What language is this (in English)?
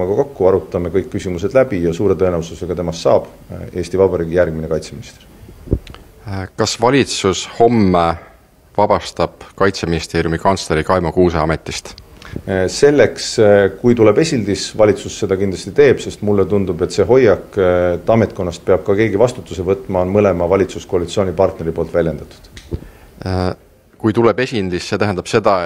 Estonian